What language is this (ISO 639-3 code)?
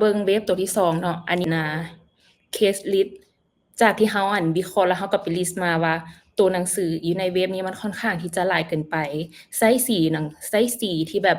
lao